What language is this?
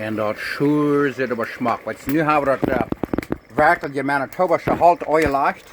Plautdietsch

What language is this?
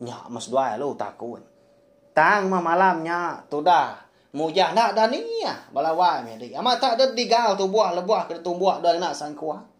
Iban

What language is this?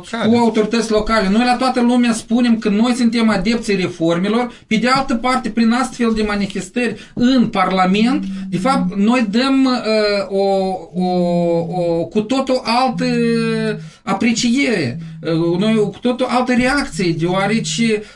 Romanian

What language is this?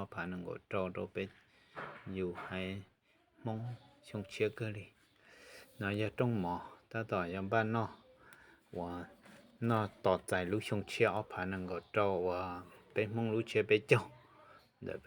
Hmong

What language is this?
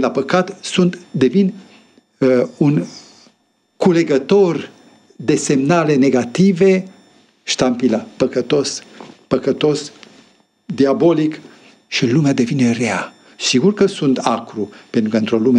Romanian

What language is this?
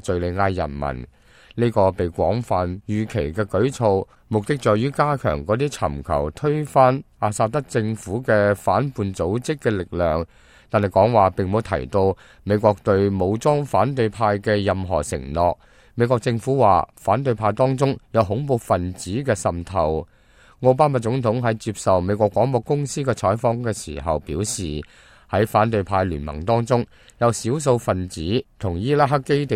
Cantonese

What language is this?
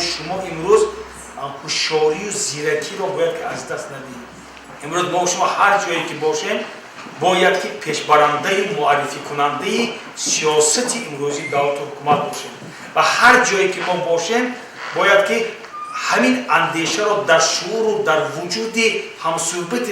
Tajik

